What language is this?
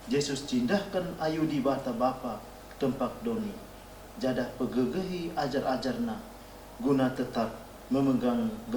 Batak Karo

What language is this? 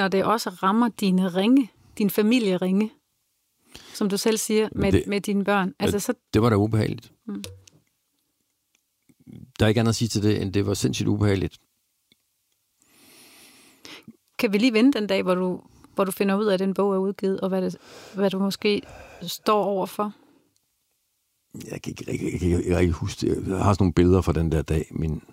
Danish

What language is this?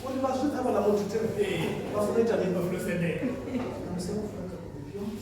Venda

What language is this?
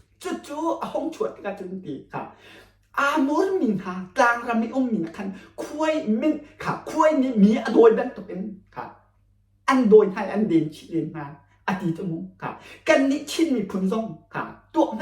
Hakha Chin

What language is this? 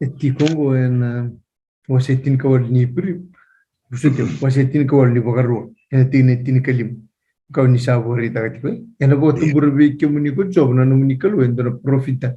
Fijian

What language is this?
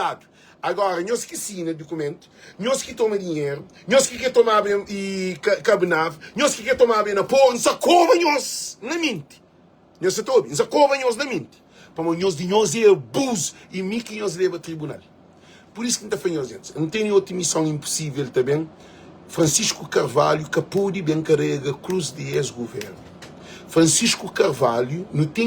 Kabuverdianu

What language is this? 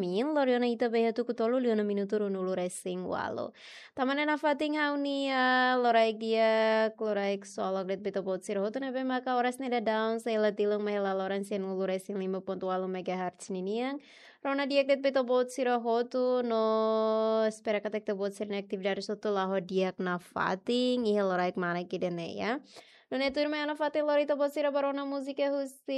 Tetum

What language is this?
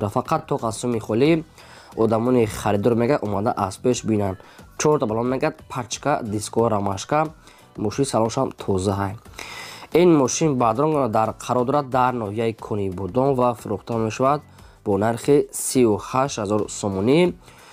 Tajik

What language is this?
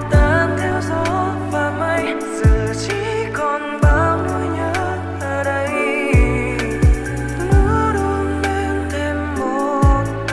Vietnamese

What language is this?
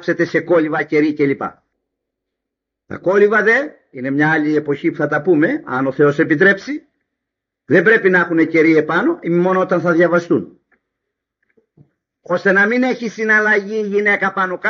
Greek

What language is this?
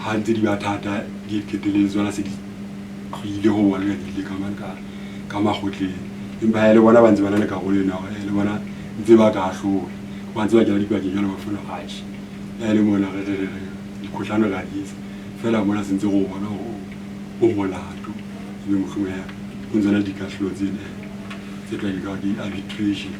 Southern Sotho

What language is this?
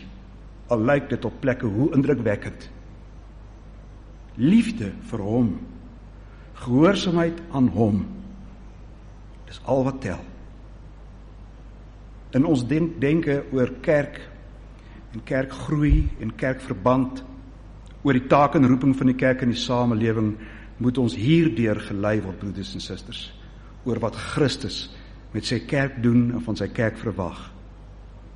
Afrikaans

